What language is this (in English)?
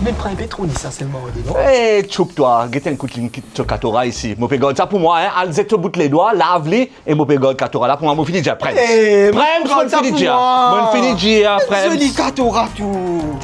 Morisyen